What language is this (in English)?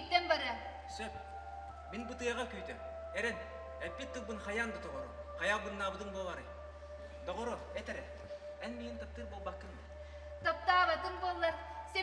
Yakut